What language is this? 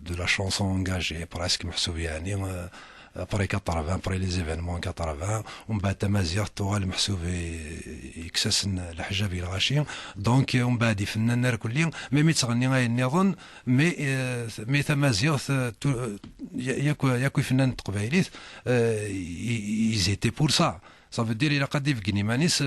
Kabyle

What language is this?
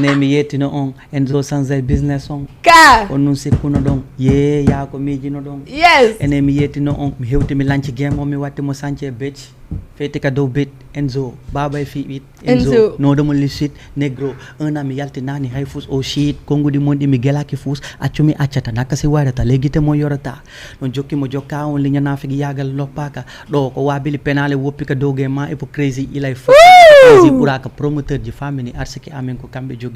Fula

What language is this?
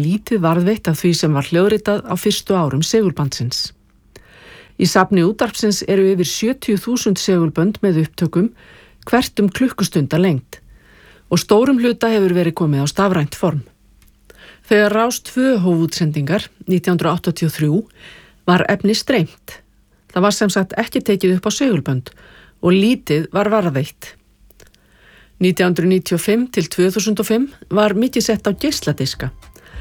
Icelandic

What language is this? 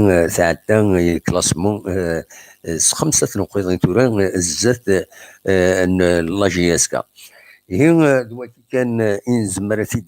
Kabyle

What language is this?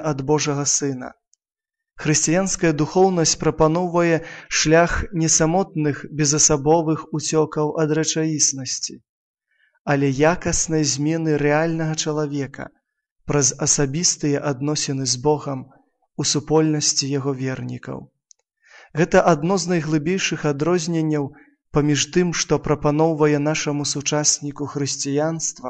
Belarusian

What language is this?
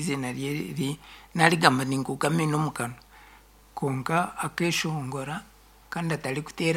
Nyankole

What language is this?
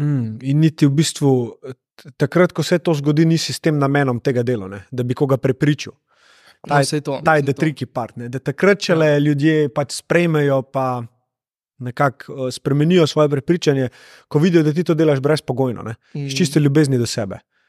Slovenian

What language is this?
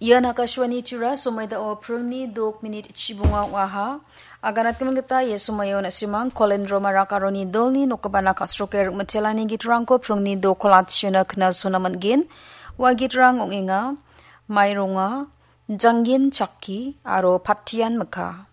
Garo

